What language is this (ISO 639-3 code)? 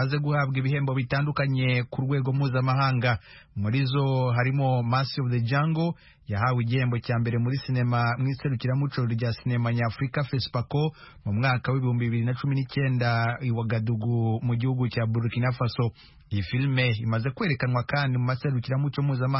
kin